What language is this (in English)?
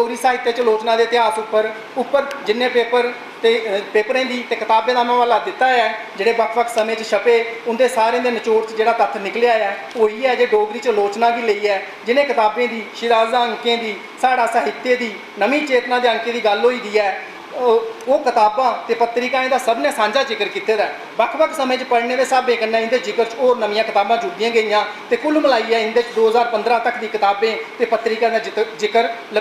Dogri